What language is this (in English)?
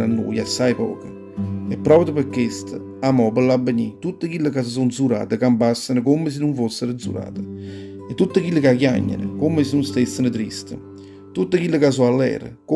Neapolitan